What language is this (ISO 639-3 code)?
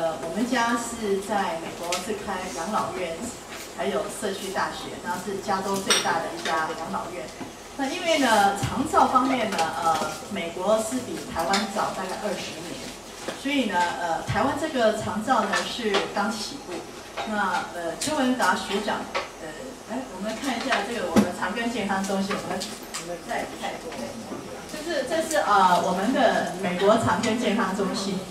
zho